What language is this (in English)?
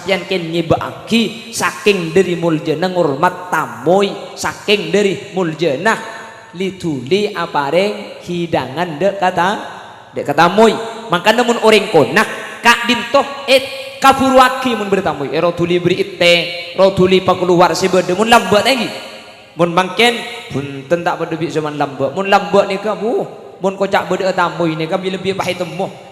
Madurese